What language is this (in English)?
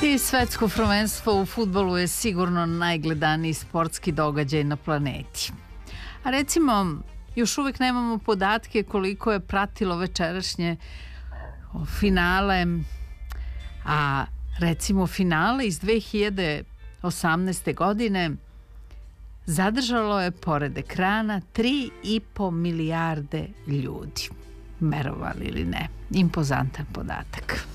Serbian